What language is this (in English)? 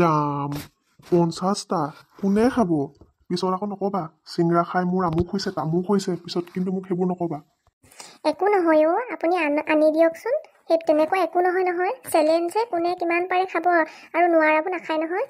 Assamese